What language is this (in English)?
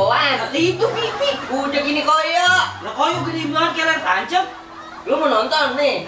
Betawi